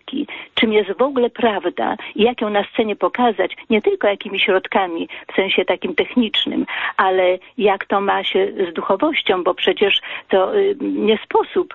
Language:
Polish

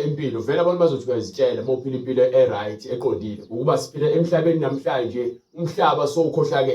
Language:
Zulu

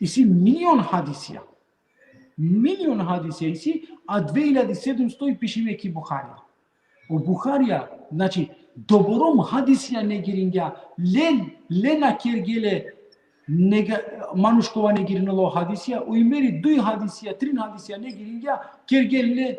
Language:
Balkan Romani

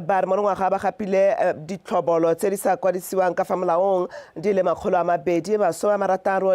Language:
Tswana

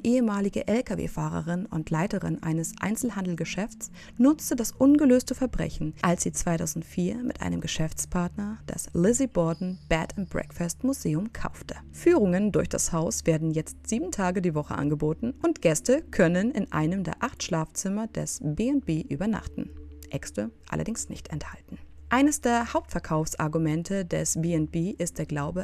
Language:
German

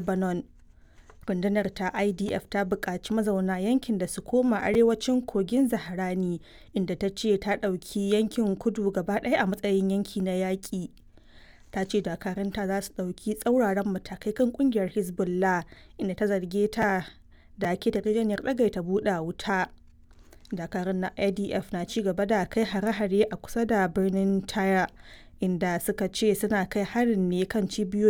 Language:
Hausa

